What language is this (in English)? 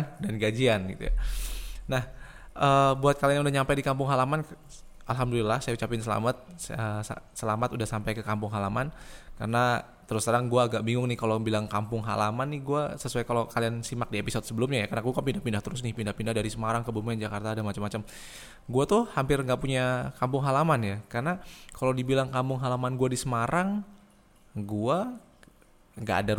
Indonesian